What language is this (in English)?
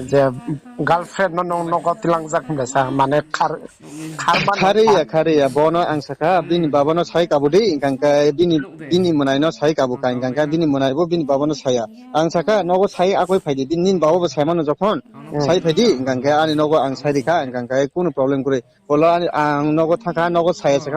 Riang (India)